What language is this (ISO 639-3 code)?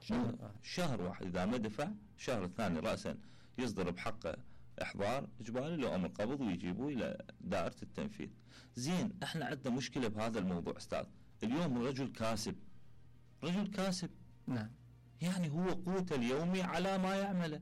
acm